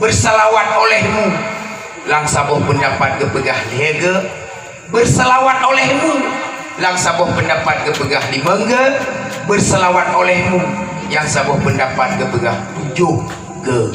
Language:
Achinese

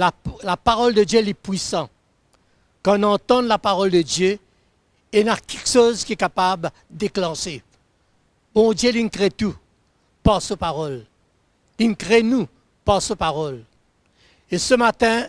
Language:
Morisyen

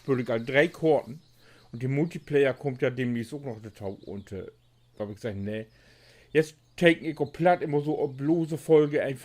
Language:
Low German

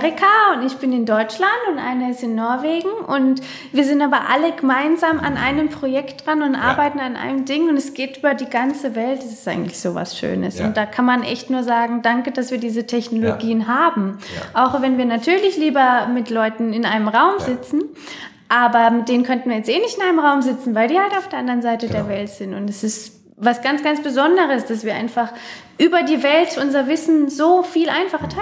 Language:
German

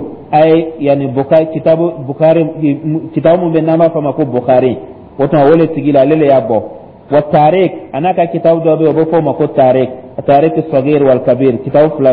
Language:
Dyula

